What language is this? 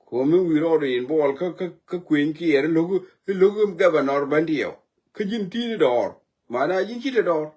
Nuer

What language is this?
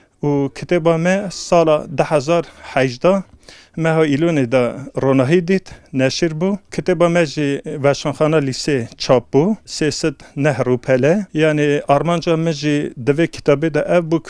Kurdish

